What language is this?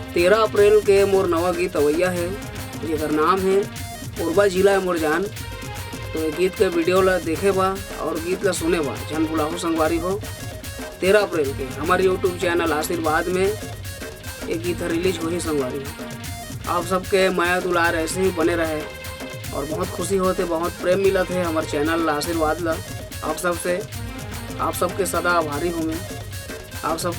Chhattisgarhi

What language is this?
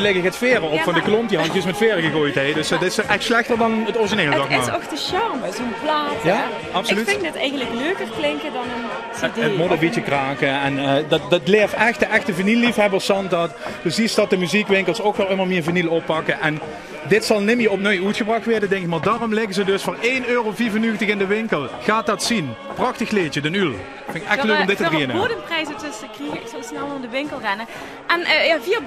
Limburgish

